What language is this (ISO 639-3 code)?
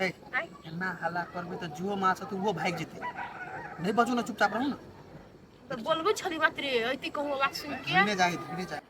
mai